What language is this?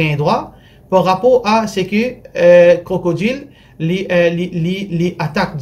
Morisyen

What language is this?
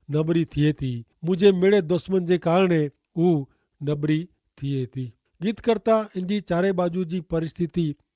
Kachhi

